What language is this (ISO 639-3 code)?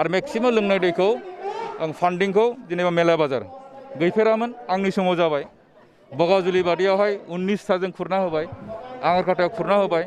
brx